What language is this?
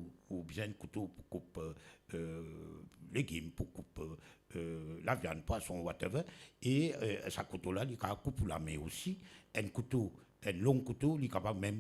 Morisyen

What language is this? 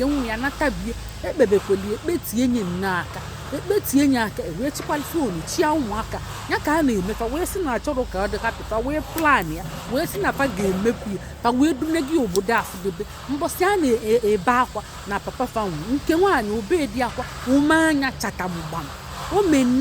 Igbo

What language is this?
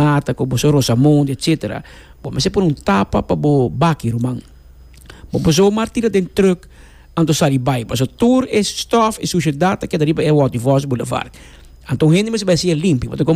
Papiamento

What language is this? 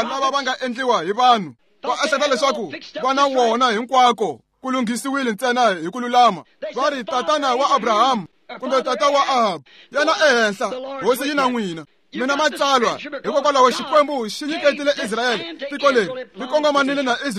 Tsonga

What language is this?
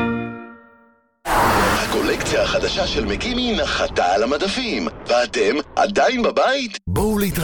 Hebrew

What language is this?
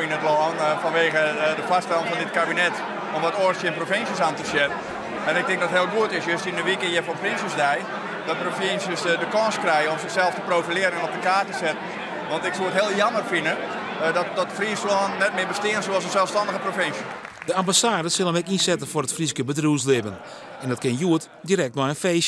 Western Frisian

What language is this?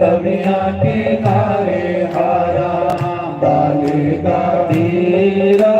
Dogri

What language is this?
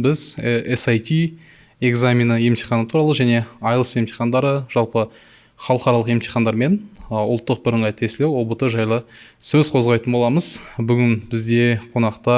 Kazakh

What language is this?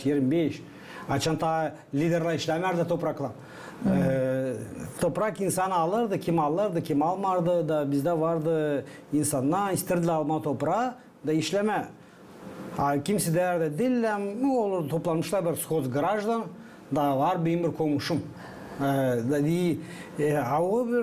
Gagauz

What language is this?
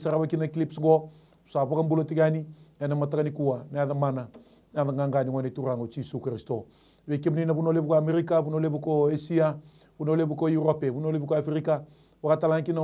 Fijian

